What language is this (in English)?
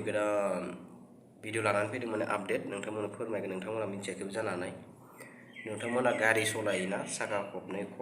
Bodo